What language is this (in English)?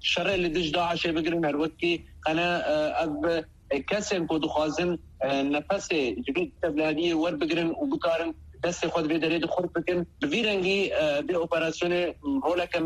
Kurdish